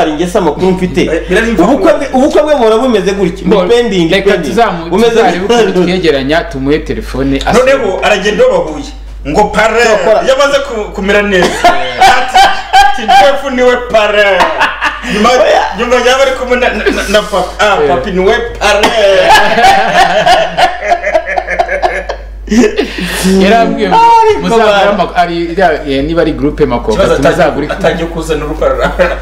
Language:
Kinyarwanda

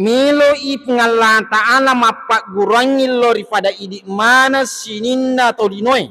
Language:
Buginese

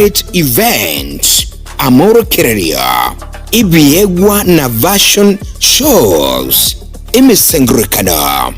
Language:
Gusii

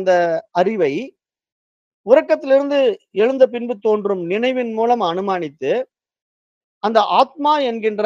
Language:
Tamil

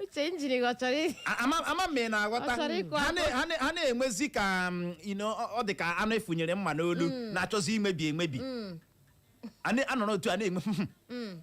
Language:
Igbo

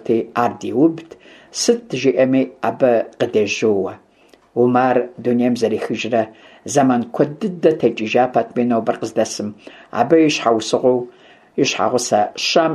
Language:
Kabardian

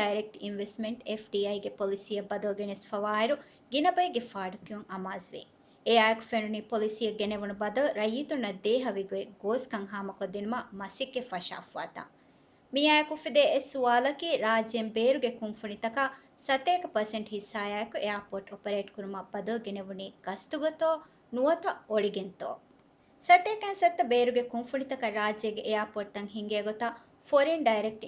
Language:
Divehi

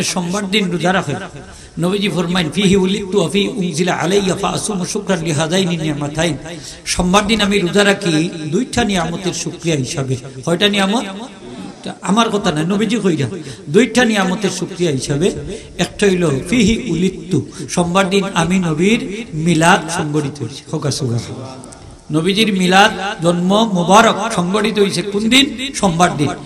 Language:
Sylheti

